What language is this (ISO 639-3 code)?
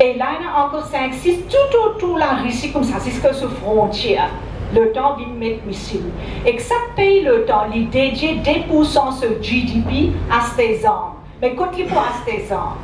mfe